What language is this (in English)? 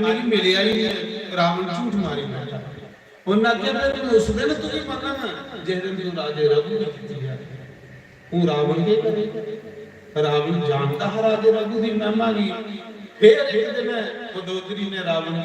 Dogri